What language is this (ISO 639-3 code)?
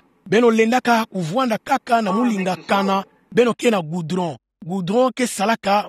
ktu